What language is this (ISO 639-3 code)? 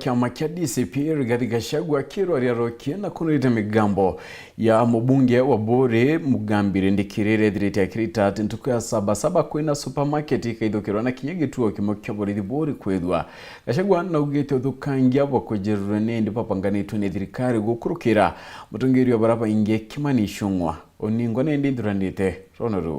mer